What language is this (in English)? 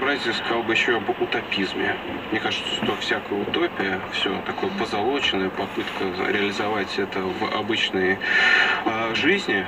Russian